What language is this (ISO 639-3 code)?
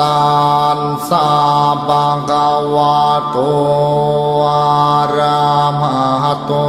pli